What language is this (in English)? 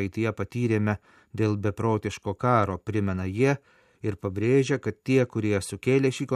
Lithuanian